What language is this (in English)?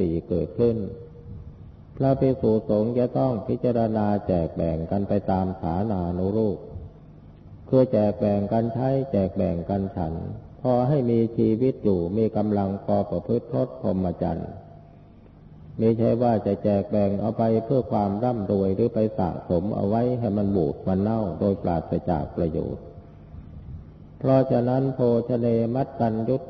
Thai